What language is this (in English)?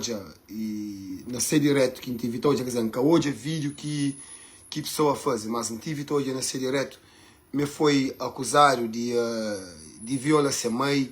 Kabuverdianu